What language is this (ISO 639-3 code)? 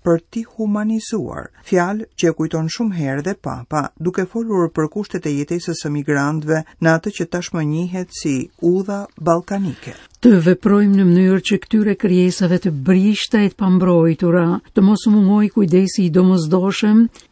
sqi